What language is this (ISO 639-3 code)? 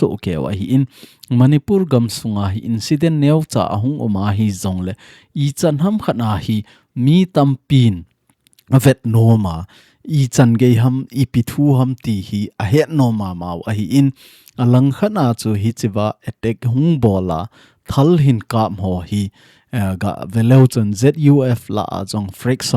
tcz